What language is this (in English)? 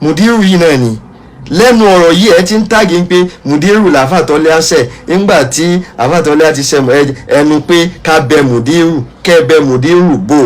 Yoruba